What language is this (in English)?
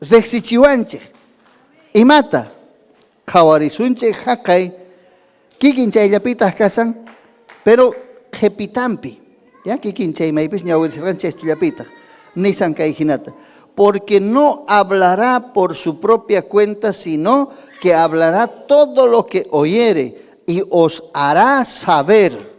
Ayacucho Quechua